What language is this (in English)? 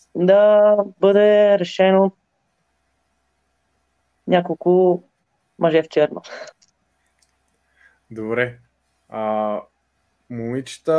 Bulgarian